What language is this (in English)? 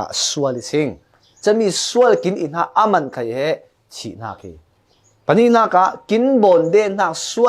Falam Chin